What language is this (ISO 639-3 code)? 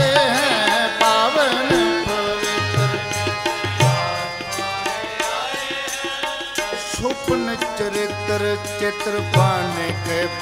pan